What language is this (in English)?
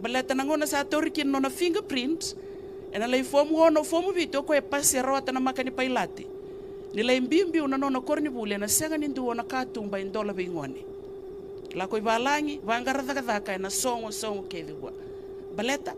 Fijian